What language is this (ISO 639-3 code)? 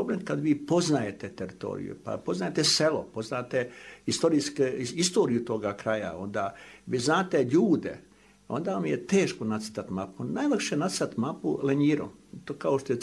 bos